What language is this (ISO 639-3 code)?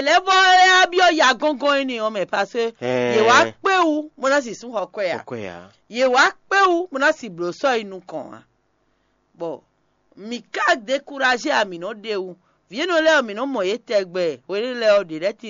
fon